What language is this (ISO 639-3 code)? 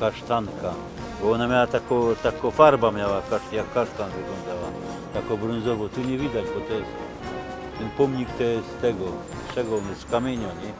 szl